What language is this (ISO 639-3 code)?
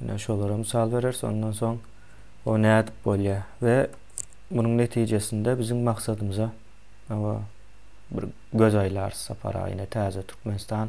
tuk